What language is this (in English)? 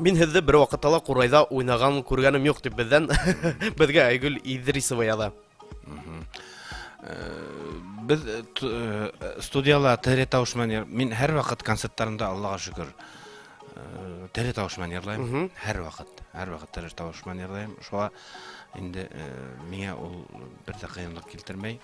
Bashkir